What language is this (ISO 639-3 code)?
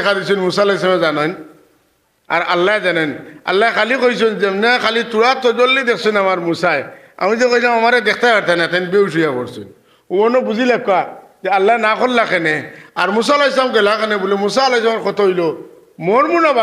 syl